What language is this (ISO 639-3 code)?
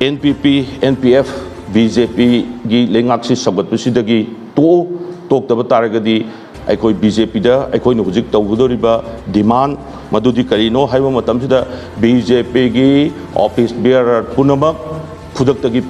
mni